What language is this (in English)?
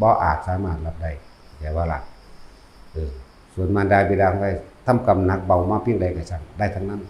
Northeastern Thai